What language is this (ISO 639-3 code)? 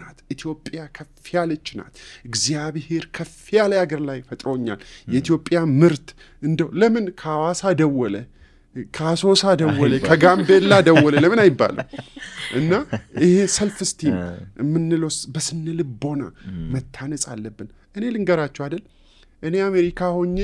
amh